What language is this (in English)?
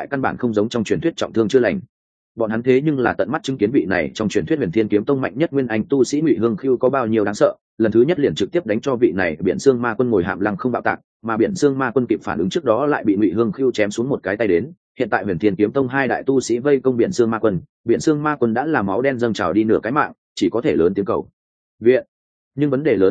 Vietnamese